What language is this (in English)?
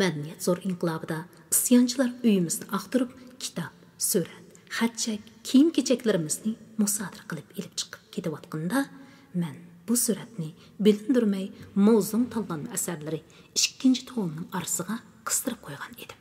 Uyghur